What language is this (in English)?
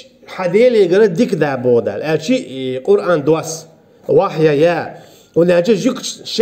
Chechen